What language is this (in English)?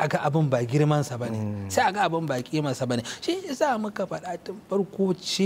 Hausa